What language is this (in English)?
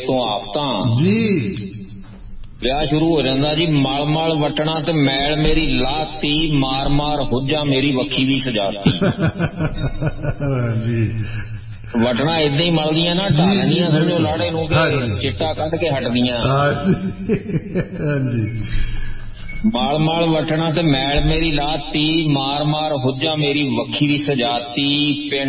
Punjabi